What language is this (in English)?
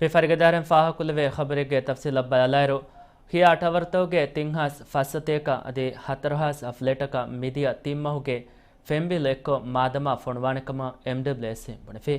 Divehi